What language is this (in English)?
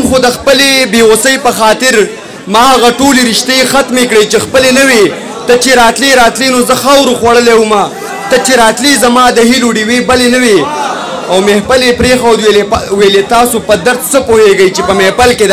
Pashto